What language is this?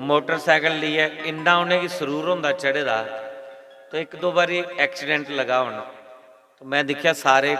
Dogri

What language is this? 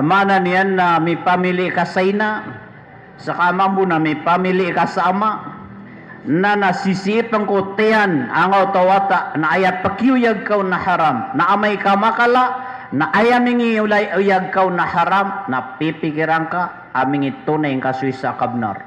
Maranao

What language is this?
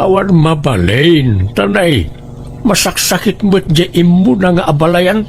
Iloko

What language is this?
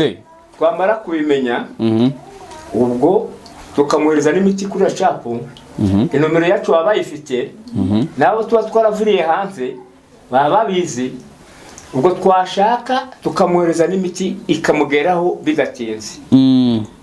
Kinyarwanda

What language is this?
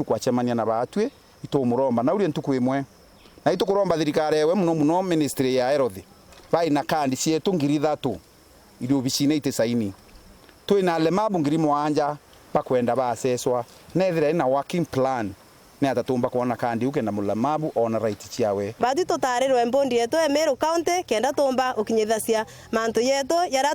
Meru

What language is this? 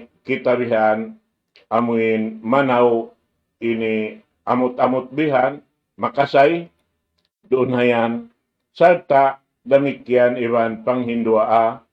Tausug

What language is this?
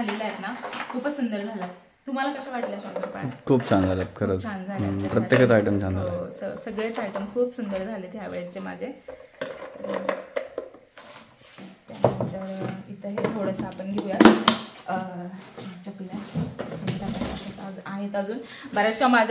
Marathi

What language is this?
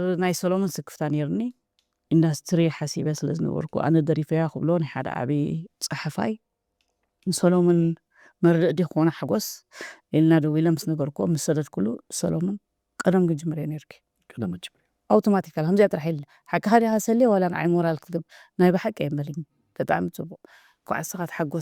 Tigrinya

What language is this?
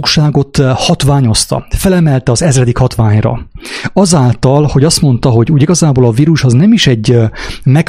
Hungarian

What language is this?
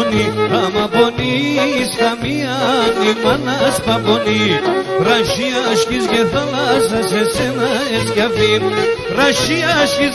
Pontic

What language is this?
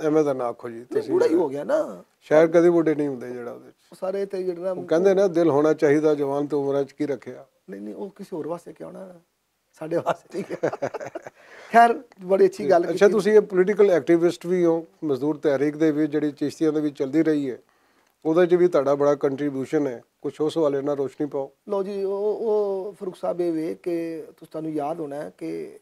Western Panjabi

